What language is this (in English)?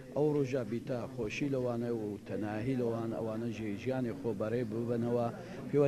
Central Kurdish